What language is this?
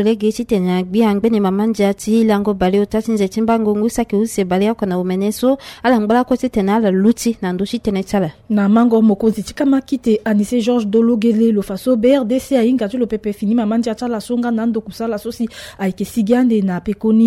Sango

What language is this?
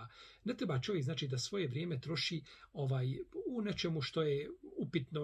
Bosnian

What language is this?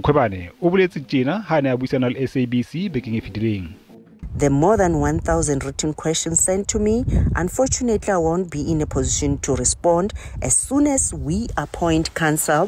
Southern Sotho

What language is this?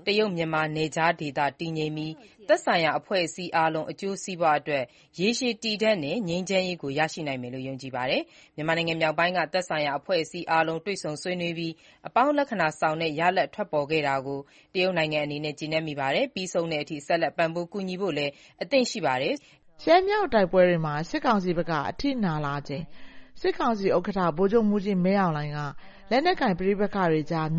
Burmese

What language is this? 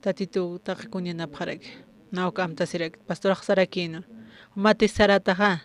Aymara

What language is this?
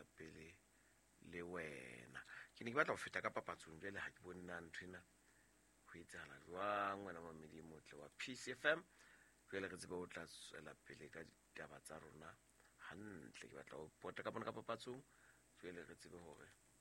Southern Sotho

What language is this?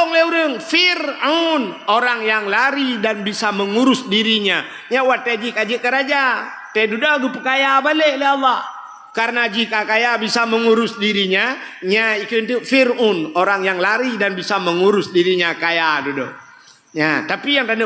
Achinese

